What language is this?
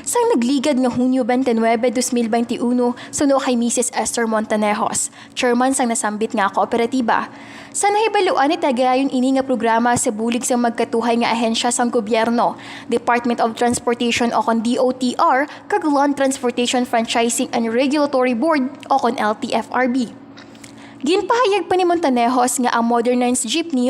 Hiligaynon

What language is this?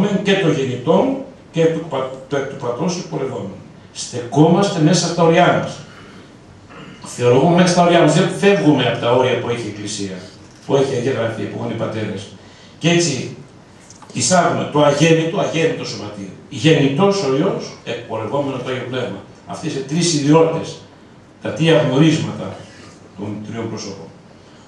Greek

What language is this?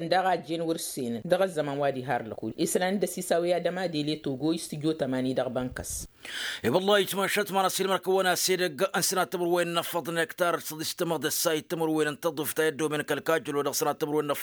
Tamasheq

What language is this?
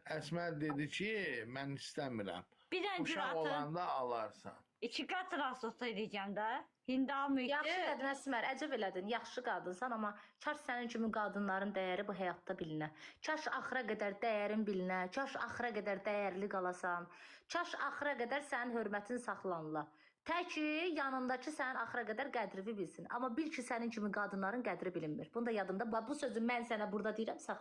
Azerbaijani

